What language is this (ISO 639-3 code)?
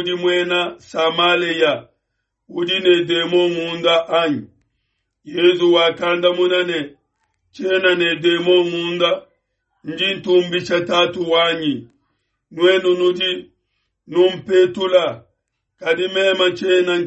lua